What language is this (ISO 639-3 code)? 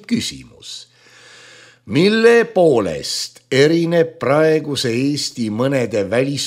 est